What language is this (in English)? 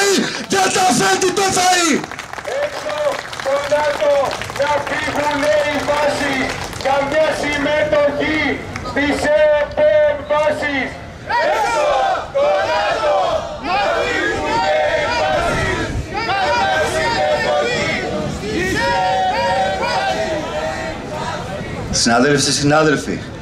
Greek